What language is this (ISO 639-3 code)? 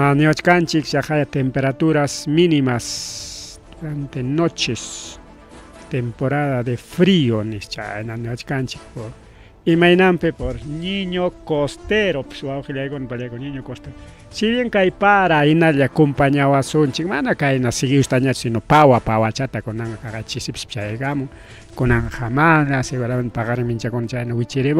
quy